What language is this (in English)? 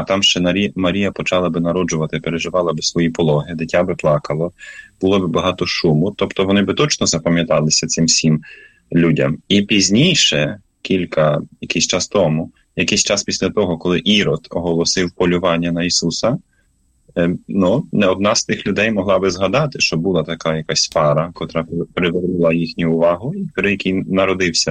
Ukrainian